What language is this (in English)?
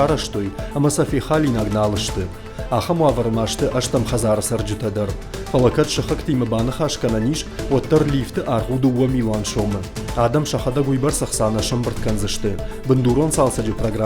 Ossetic